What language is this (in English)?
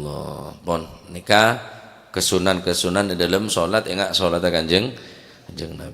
Madurese